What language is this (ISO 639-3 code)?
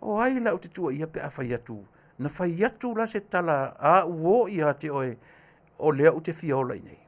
smo